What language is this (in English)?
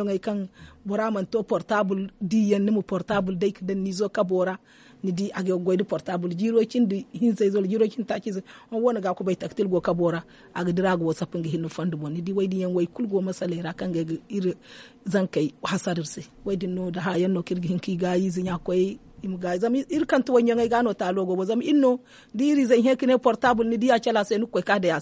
Zarma